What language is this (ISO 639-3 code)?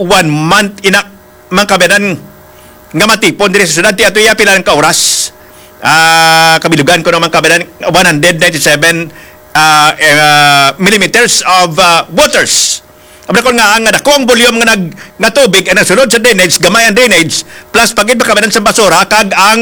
hil